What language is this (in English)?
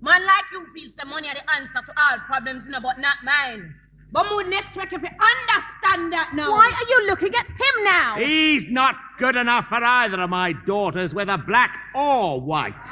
Jamaican Creole English